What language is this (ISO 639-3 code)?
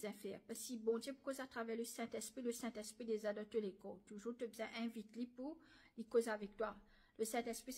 mfe